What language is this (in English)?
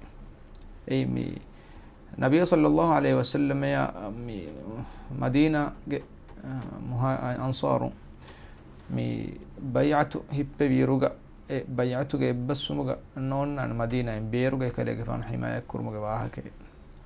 Divehi